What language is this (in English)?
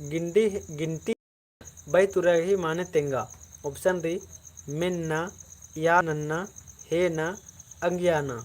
Kurukh